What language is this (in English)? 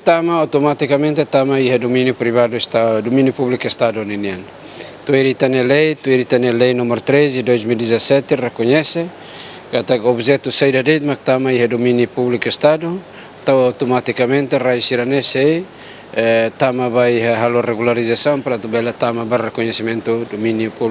Tetum